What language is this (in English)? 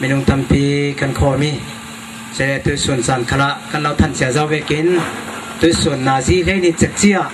Falam Chin